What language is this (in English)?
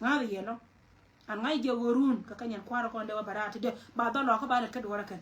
Nuer